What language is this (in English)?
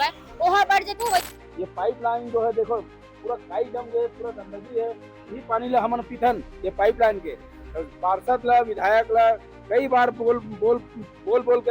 Chhattisgarhi